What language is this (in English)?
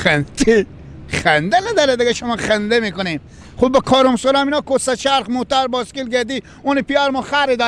Persian